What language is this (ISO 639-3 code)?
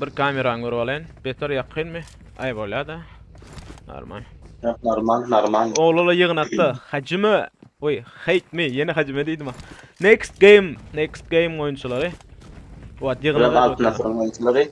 tuk